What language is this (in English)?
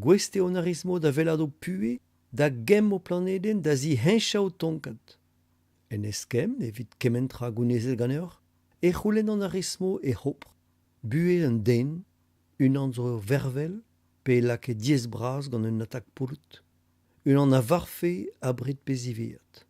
Breton